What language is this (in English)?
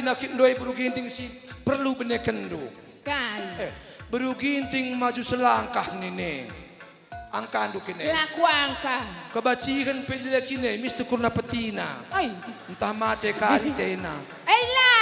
Batak Karo